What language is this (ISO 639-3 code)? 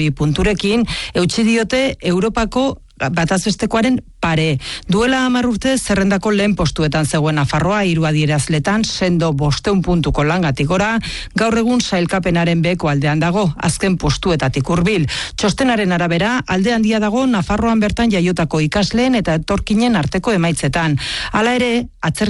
eus